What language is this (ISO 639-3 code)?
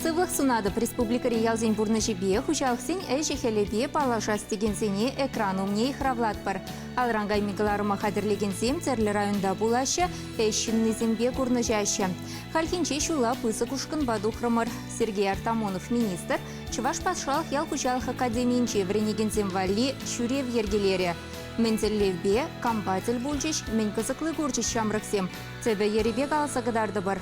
chv